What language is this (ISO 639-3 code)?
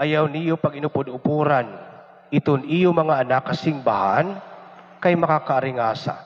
war